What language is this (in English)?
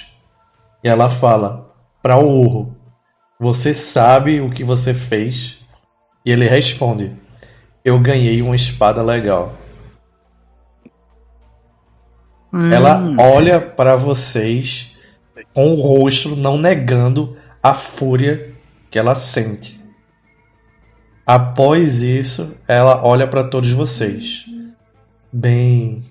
Portuguese